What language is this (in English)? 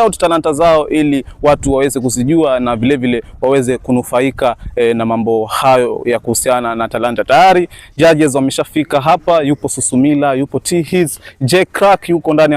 Swahili